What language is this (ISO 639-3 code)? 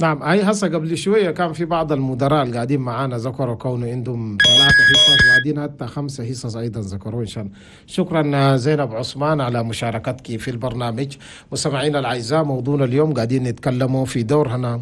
shu